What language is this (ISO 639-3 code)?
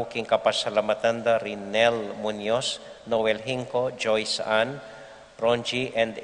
pam